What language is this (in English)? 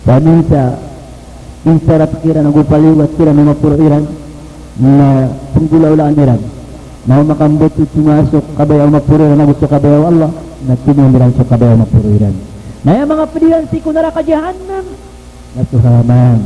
Maranao